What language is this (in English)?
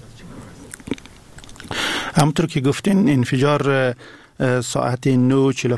Persian